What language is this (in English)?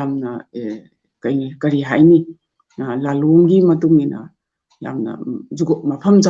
Manipuri